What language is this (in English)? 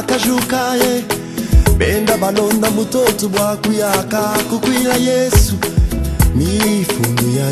Luba-Lulua